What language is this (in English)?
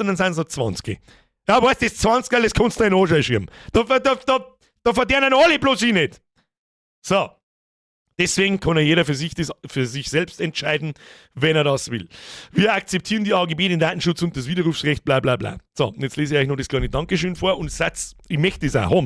Bavarian